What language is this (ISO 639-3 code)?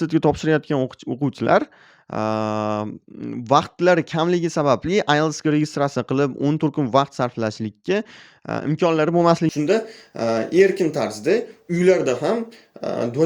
uzb